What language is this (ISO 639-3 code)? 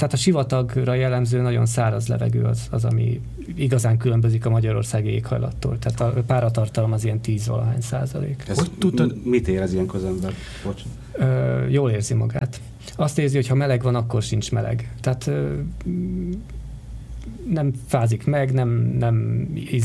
hun